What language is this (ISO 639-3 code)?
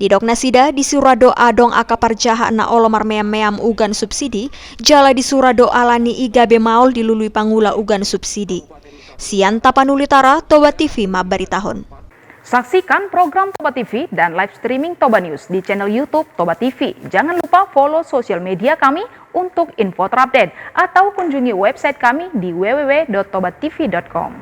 bbc